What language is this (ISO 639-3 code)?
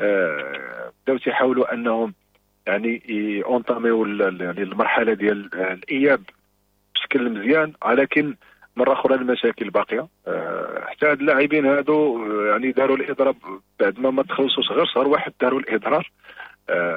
ary